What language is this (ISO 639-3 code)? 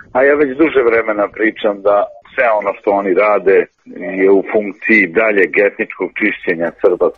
srp